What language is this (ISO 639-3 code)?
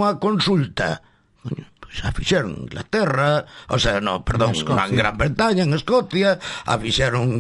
glg